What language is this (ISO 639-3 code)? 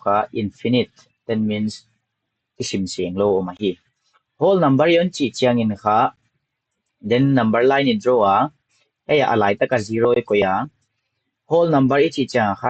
pck